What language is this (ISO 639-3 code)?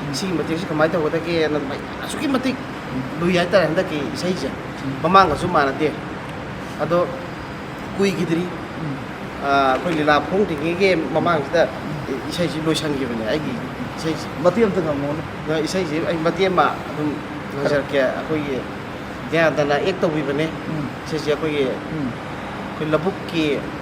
mni